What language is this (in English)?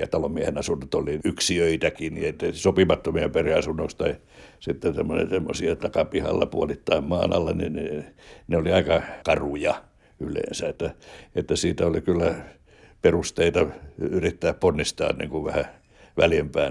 Finnish